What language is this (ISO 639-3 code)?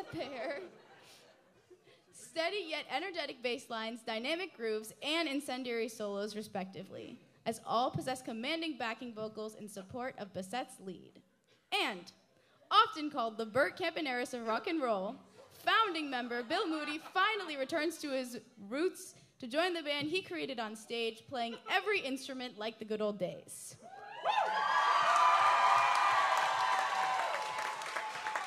eng